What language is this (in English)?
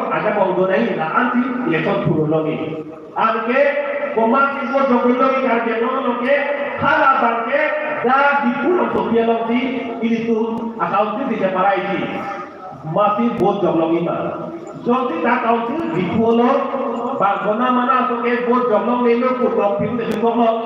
Karbi